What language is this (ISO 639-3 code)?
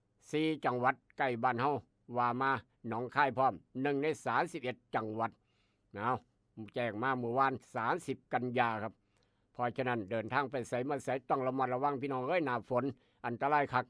tts